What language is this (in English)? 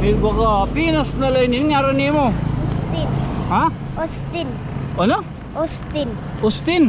Waray